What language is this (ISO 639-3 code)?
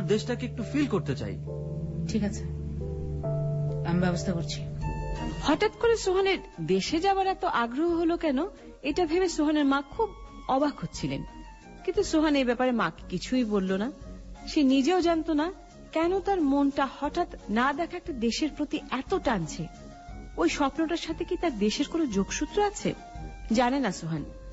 ben